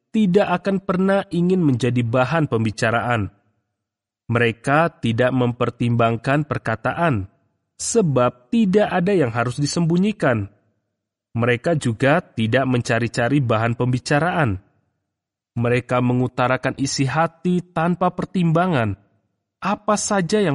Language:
Indonesian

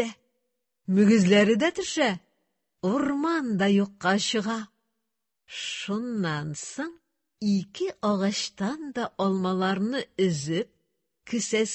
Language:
Tatar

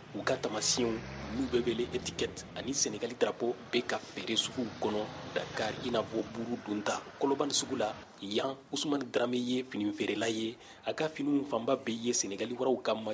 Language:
Bambara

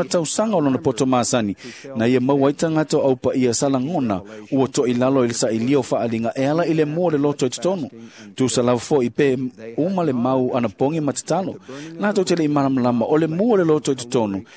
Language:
Samoan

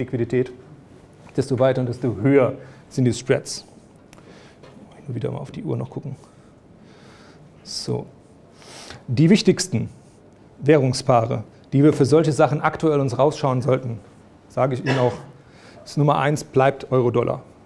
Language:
German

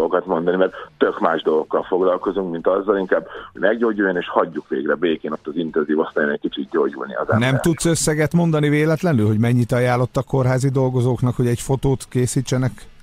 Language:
Hungarian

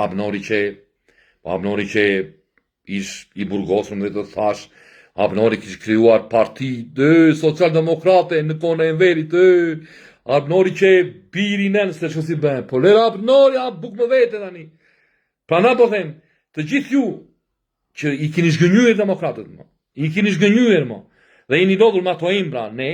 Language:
Albanian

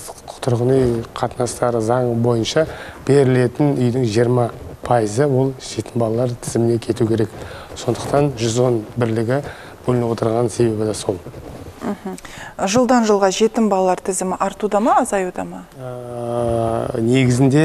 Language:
Kazakh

